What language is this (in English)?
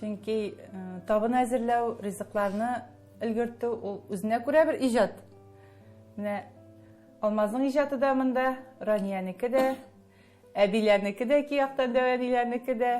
Tatar